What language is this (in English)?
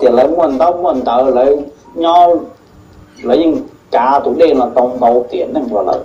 Hmong